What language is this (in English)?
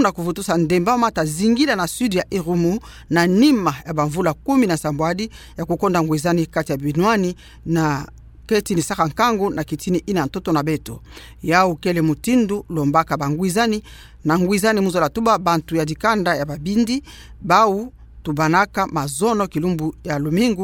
Kituba (Democratic Republic of Congo)